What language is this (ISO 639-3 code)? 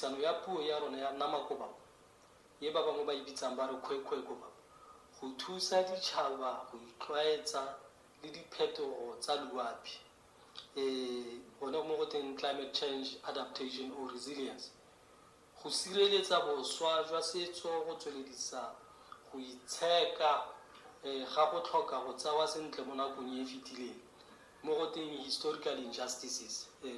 tsn